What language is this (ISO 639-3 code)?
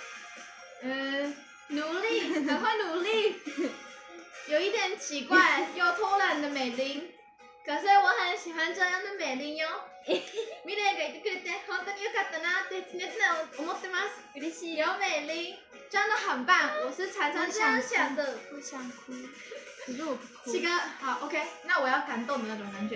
zho